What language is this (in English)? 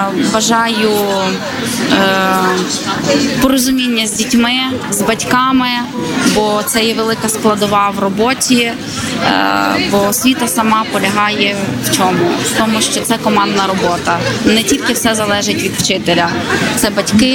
Ukrainian